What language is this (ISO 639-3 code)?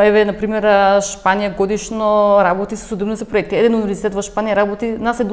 mkd